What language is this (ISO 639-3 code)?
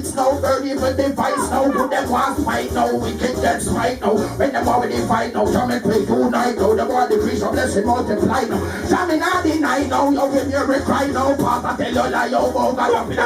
jam